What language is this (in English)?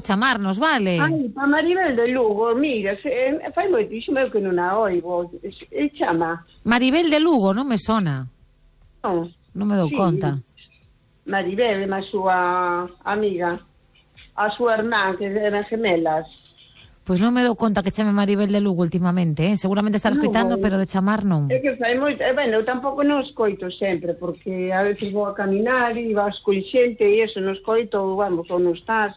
Galician